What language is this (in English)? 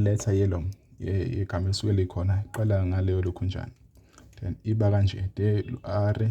Zulu